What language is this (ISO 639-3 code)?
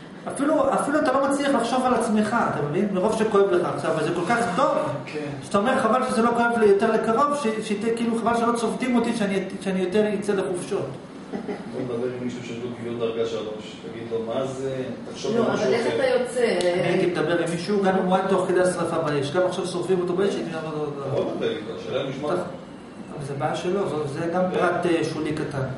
heb